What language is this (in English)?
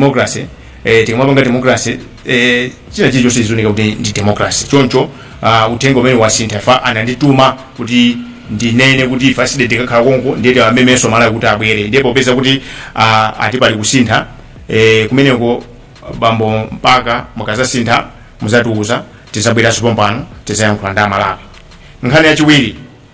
Nyanja